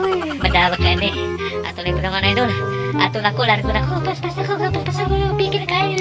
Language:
Cebuano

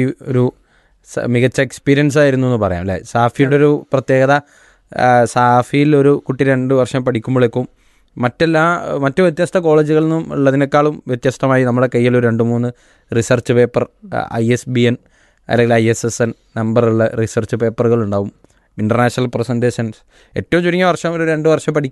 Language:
Malayalam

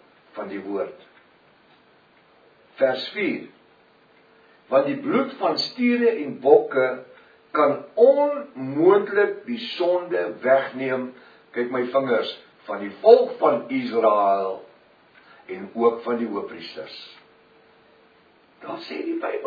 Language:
Afrikaans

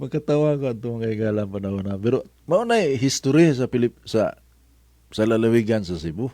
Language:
Cebuano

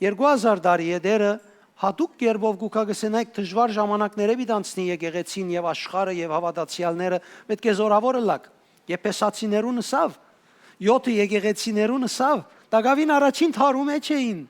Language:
Western Armenian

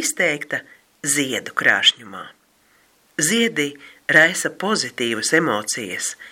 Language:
Latvian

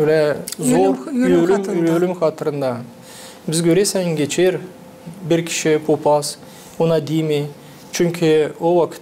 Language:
Gagauz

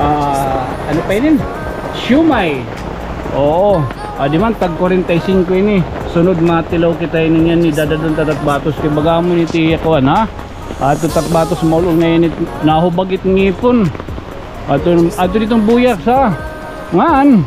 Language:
Waray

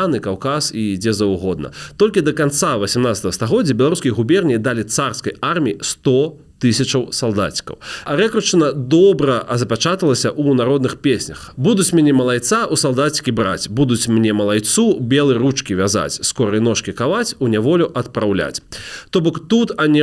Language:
Belarusian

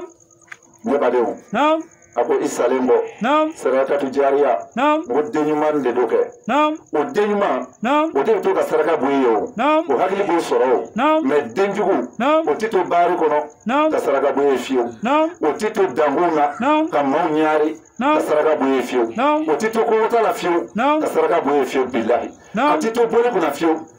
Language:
Bambara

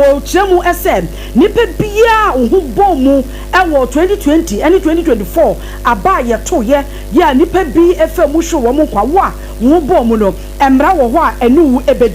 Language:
Akan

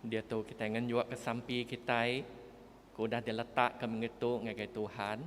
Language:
Iban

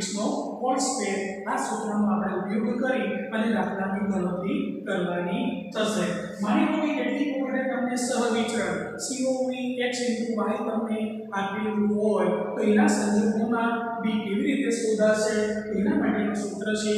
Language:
Gujarati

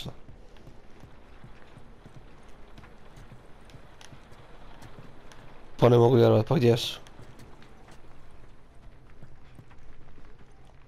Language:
Croatian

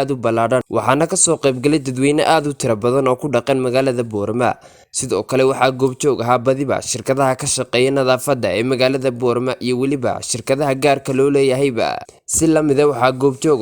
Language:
Somali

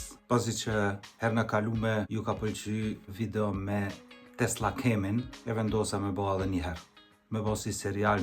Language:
Albanian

